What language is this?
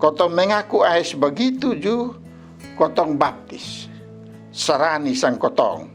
Kupang Malay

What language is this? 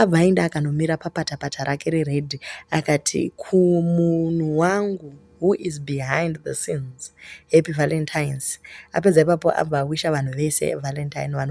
Shona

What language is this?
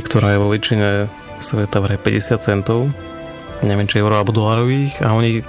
Slovak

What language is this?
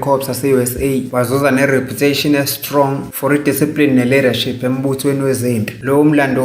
Zulu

